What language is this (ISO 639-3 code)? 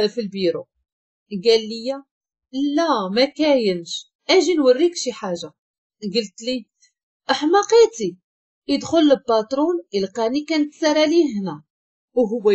ary